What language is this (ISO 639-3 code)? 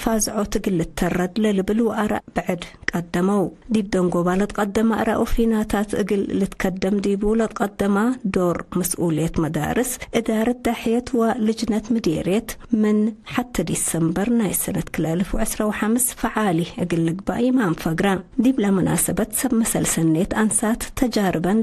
tig